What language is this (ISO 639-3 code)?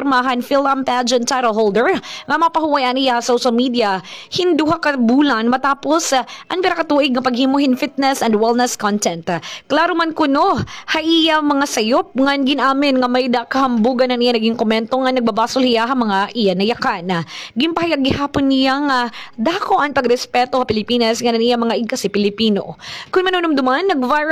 war